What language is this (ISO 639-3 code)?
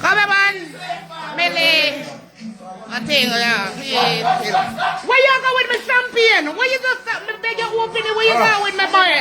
jam